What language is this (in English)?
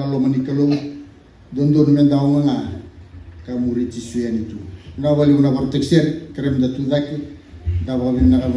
Fijian